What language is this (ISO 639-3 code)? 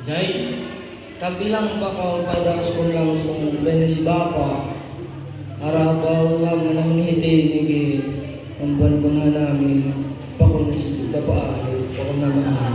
bts